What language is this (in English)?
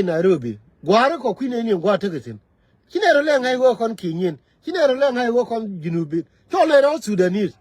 Nuer